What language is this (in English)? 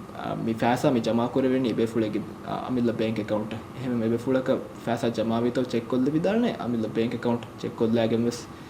Divehi